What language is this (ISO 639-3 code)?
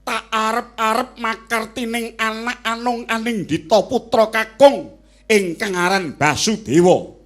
jav